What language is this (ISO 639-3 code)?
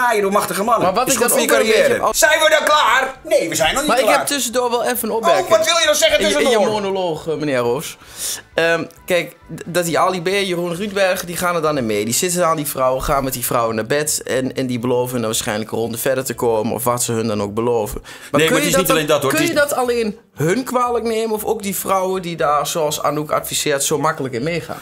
nld